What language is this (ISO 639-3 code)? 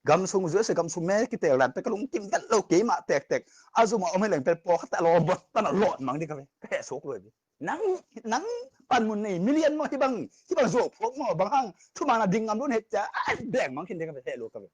ctd